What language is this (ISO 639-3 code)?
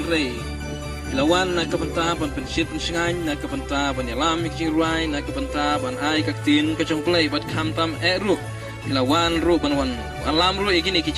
kha